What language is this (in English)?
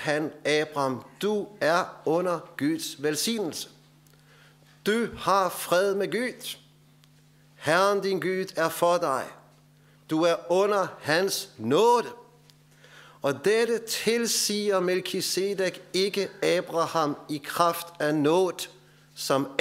Danish